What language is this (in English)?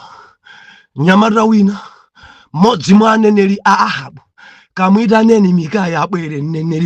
Nyanja